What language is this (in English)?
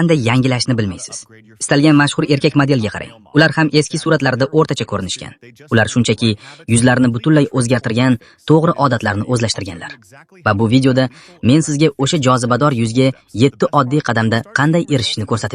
Uzbek